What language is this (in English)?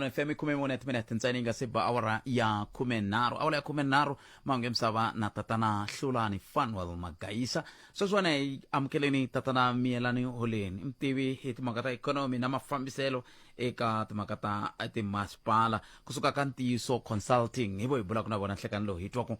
Tsonga